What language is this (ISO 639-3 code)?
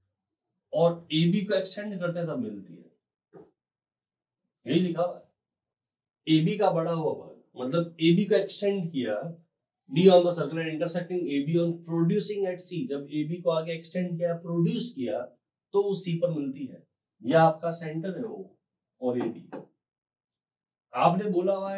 hin